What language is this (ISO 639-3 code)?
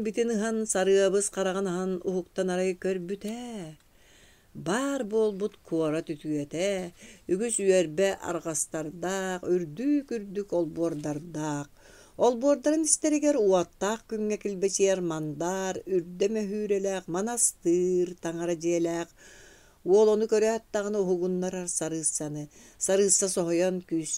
sah